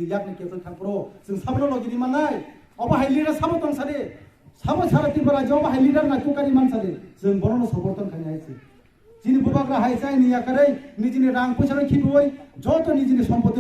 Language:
Kok Borok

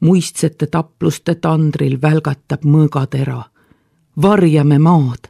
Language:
Estonian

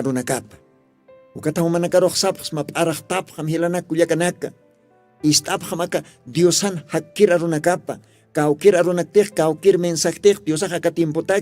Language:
Aymara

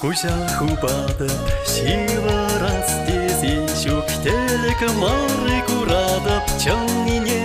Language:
Chuvash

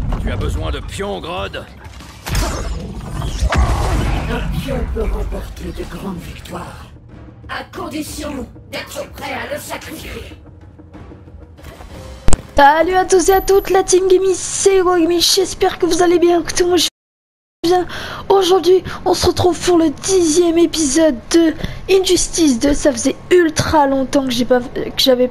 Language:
French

